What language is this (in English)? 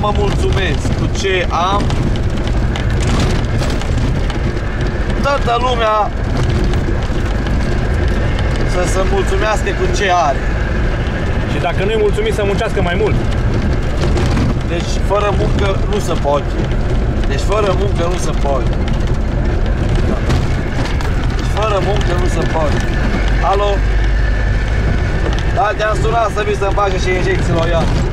Romanian